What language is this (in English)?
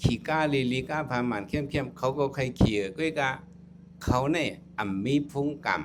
Shan